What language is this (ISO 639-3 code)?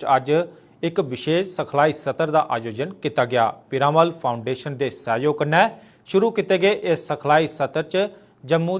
doi